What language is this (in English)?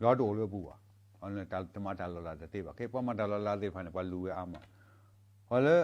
S'gaw Karen